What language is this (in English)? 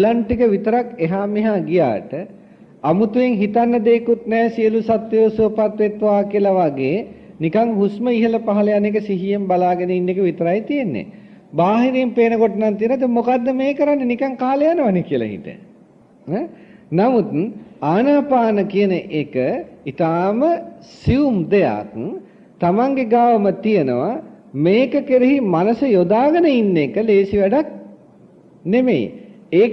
Sinhala